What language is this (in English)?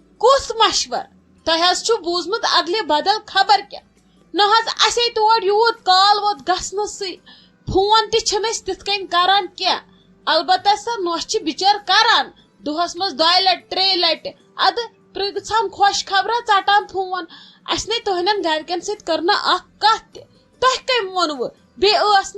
Kashmiri